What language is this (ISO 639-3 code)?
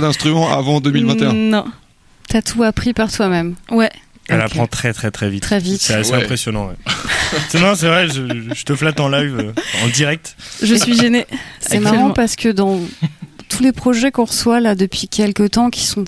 fra